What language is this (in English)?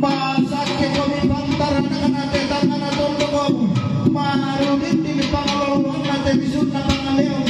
Toraja-Sa'dan